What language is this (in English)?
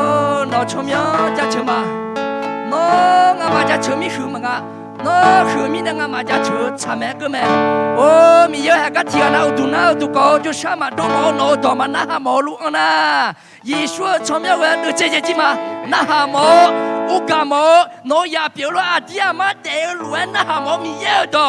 Akha